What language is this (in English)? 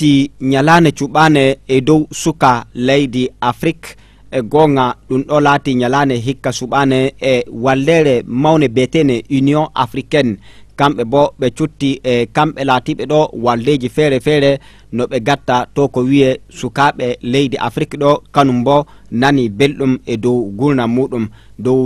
Fula